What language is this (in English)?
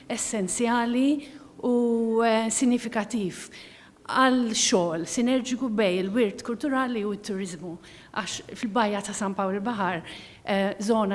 Maltese